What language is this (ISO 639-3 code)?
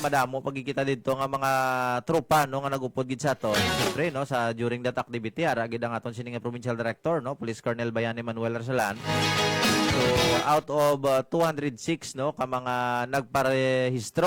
hil